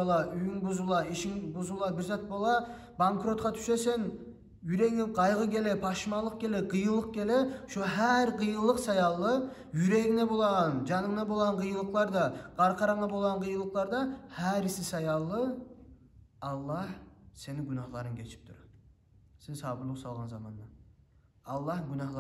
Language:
Kumyk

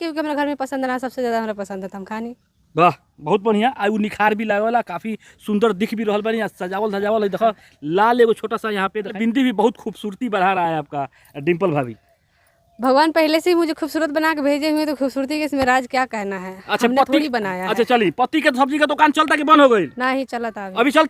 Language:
Bhojpuri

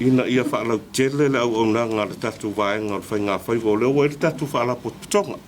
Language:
Samoan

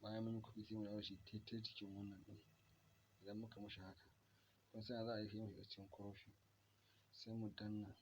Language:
Hausa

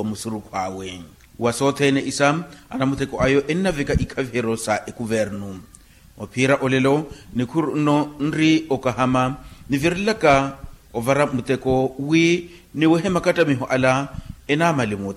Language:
Makhuwa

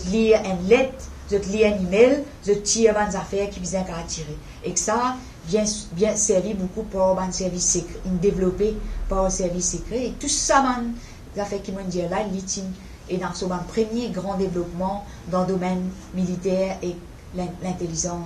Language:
Morisyen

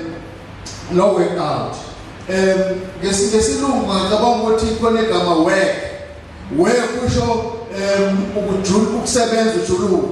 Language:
Zulu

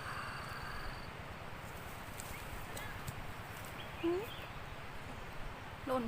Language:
Lao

